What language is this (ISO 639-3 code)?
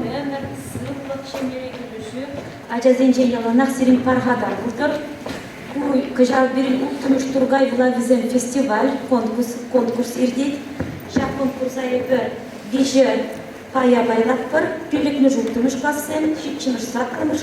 chv